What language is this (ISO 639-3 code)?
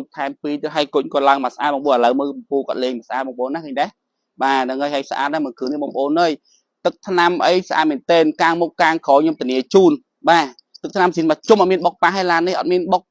khm